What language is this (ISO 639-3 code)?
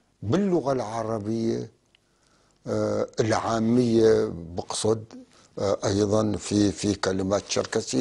apc